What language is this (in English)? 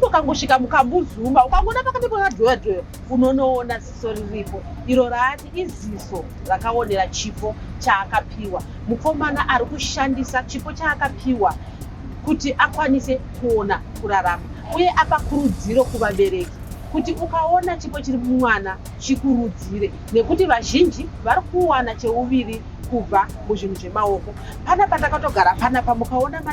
Shona